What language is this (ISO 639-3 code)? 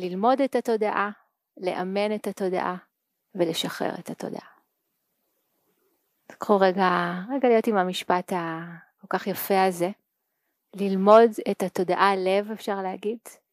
heb